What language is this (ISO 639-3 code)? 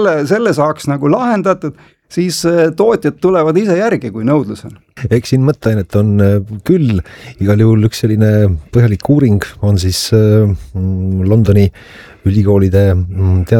est